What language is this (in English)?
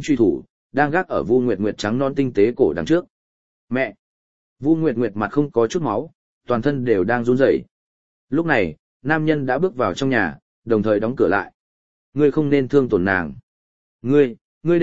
Vietnamese